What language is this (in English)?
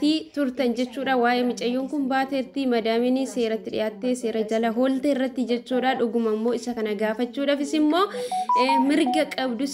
Oromo